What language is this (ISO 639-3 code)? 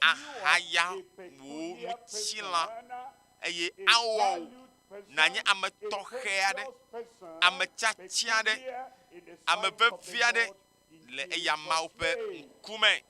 ewe